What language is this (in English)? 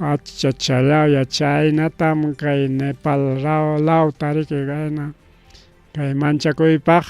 Ayacucho Quechua